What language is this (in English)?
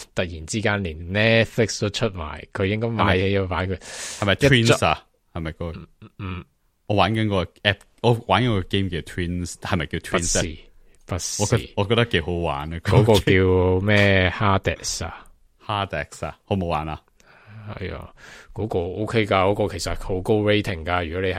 Cantonese